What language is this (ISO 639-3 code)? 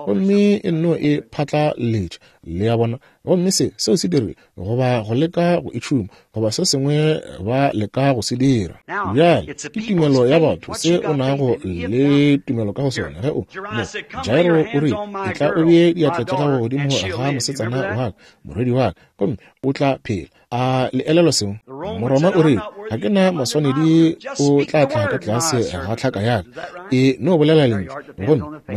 nso